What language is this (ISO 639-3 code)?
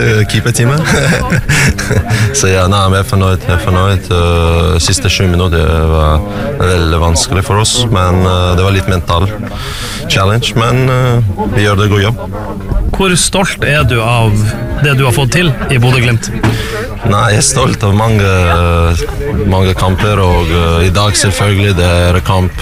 nor